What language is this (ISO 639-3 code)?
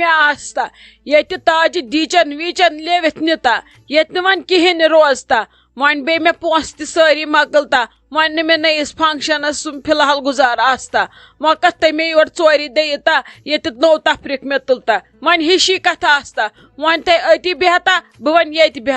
kas